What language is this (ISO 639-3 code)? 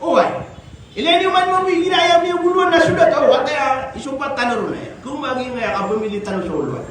mrw